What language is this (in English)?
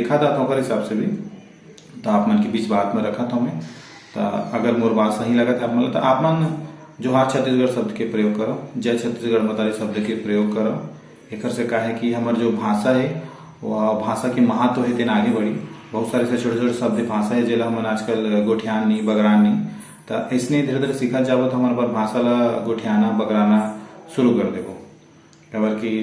Chhattisgarhi